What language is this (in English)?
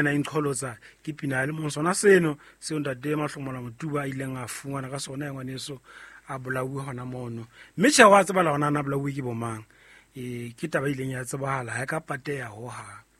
Southern Sotho